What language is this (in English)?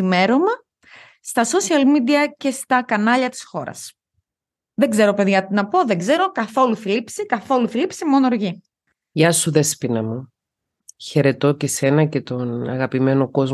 Greek